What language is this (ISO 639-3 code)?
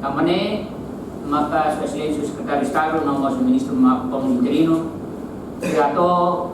tet